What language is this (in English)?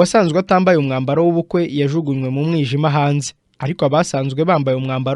Kinyarwanda